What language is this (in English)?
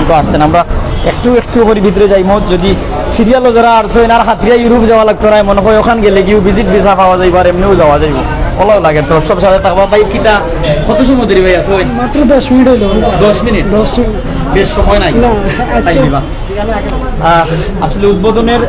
Sylheti